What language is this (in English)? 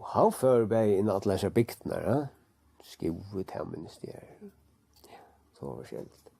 Faroese